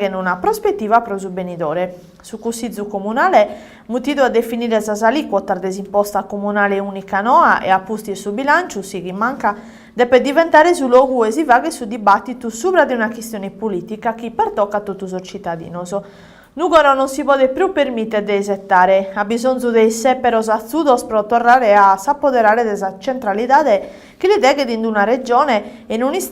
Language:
Sardinian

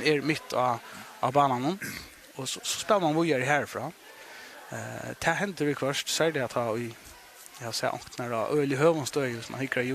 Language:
Faroese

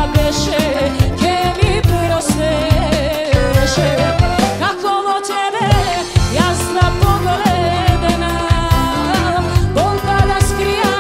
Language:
Macedonian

